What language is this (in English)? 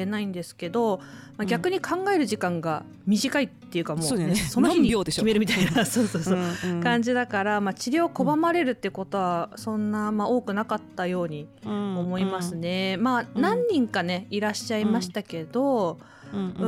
Japanese